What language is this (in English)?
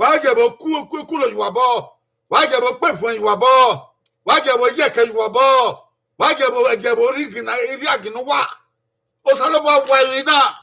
Bini